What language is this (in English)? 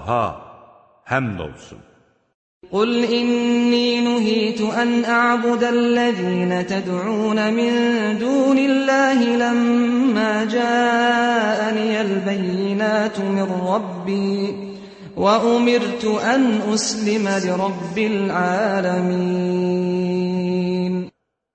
Azerbaijani